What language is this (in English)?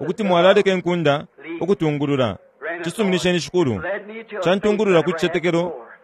Bemba